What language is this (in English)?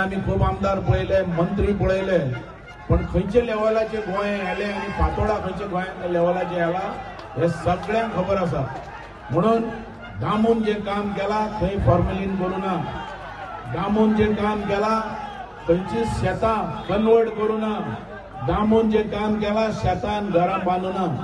Konkani